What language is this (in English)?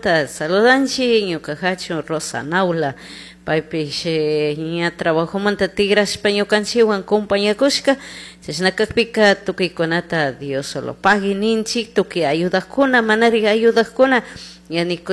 Chimborazo Highland Quichua